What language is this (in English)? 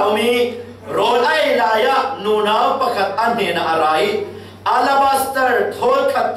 Falam Chin